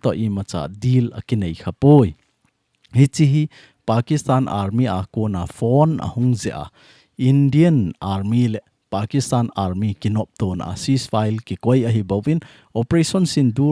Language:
Thado Chin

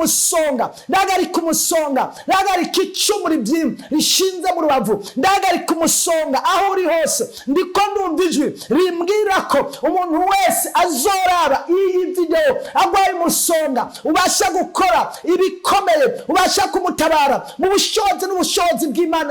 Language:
Rundi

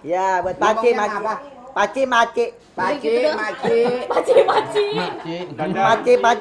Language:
Betawi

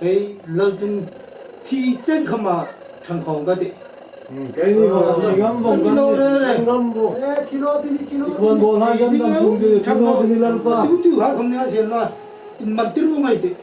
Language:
Hmar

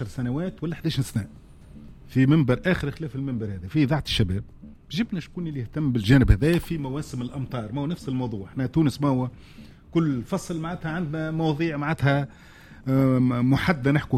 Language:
Tunisian Arabic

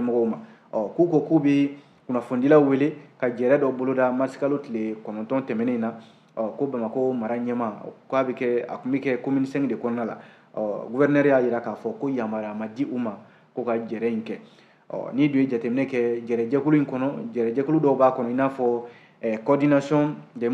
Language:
Bambara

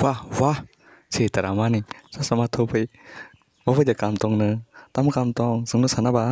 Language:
Kok Borok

